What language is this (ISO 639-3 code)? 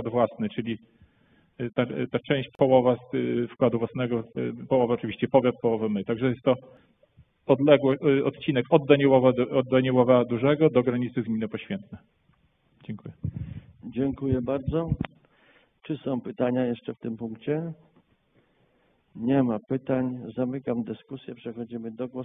pol